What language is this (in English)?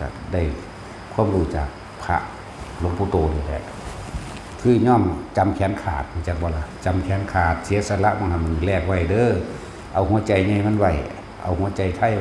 Northeastern Thai